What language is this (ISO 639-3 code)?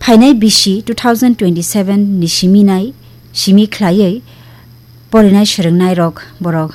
trp